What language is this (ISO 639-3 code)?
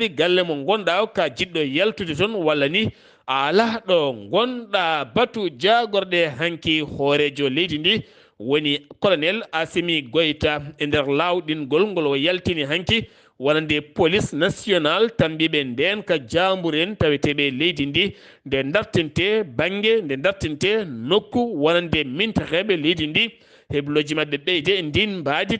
ful